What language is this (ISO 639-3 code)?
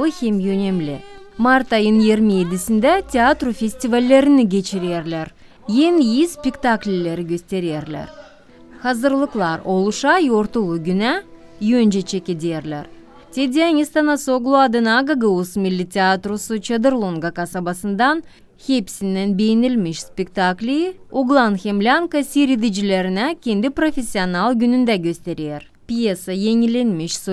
gag